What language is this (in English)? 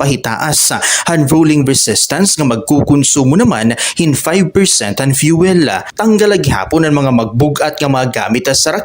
Waray